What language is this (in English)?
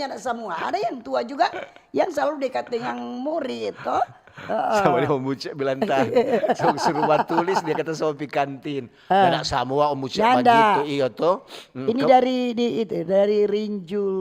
Manado Malay